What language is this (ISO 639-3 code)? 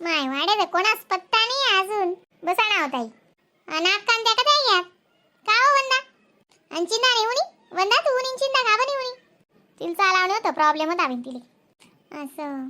khn